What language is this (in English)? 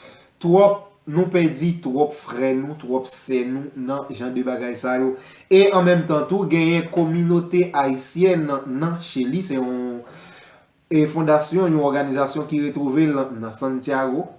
Haitian Creole